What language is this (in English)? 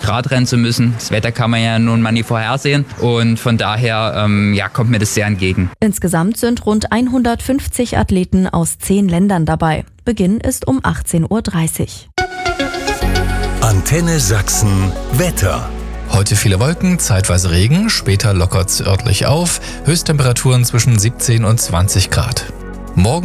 German